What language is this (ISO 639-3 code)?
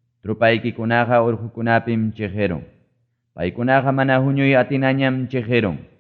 quy